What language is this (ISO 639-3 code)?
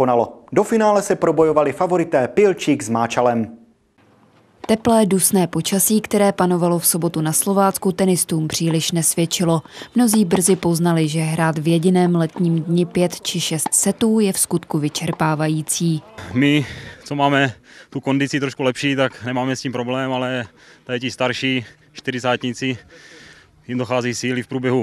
ces